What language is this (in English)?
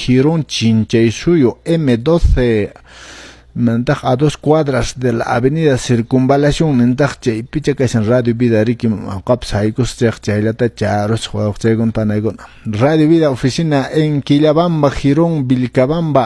Quechua